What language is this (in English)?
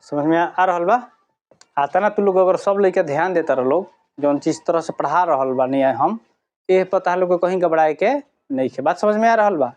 Bhojpuri